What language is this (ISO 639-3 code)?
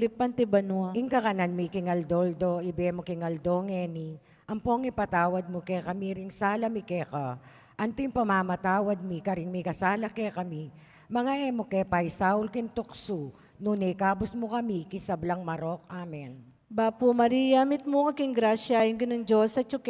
pam